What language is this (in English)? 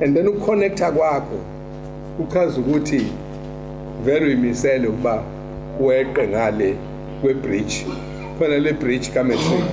Zulu